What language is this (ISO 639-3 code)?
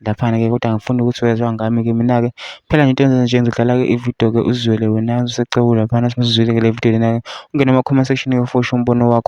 zul